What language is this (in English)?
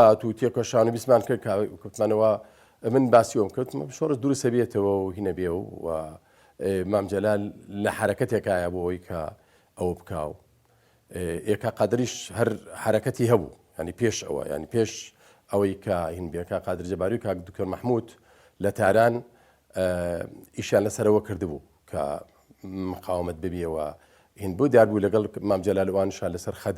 Central Kurdish